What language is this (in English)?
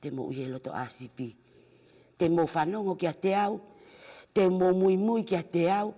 Tongan